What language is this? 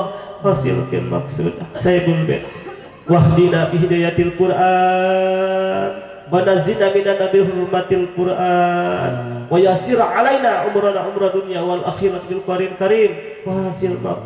Sundanese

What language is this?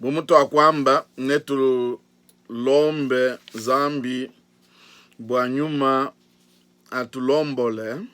Luba-Lulua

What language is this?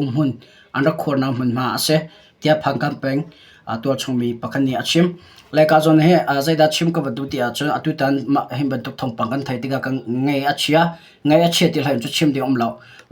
Hakha Chin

